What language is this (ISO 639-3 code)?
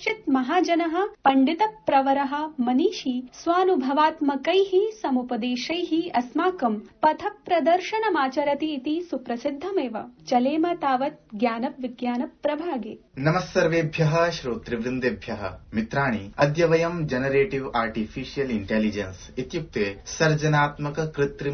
san